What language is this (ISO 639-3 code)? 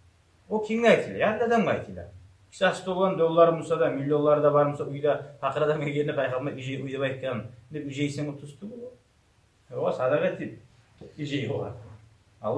kum